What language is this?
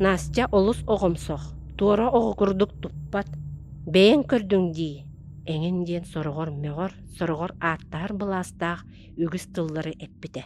Yakut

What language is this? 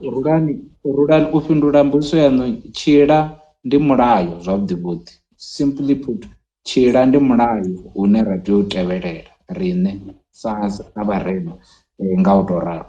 Venda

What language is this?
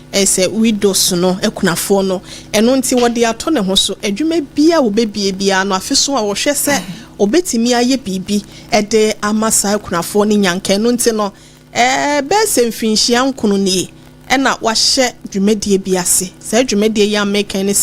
Akan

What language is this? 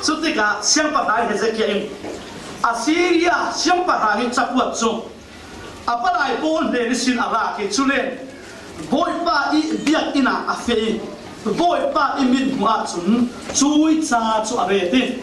Falam Chin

